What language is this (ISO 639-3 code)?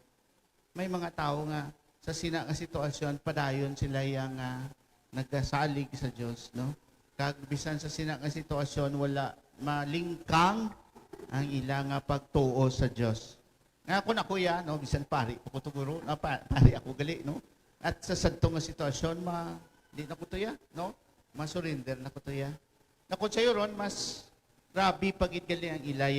hil